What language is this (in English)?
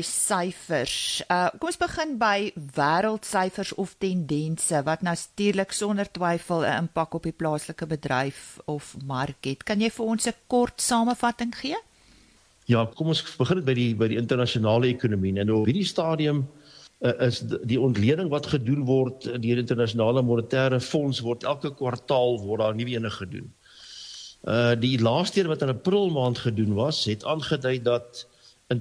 Afrikaans